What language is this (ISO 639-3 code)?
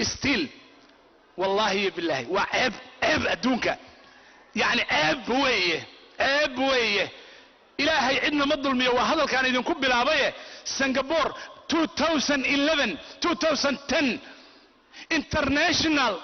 som